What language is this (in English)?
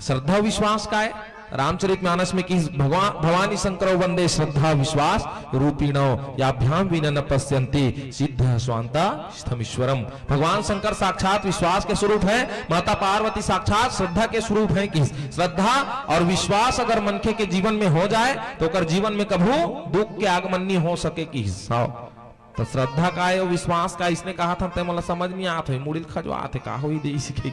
Chhattisgarhi